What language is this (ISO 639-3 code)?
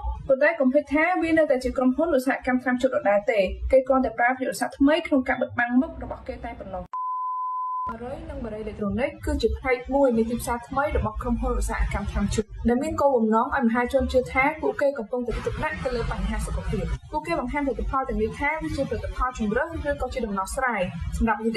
khm